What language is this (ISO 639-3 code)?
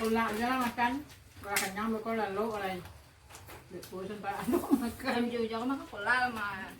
min